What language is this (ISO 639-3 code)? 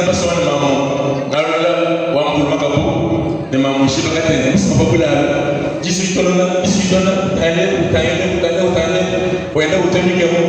lua